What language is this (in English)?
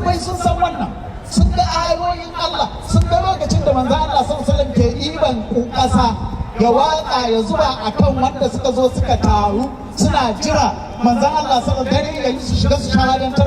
Hausa